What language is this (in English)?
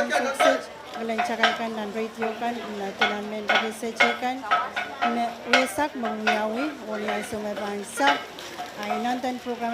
Pohnpeian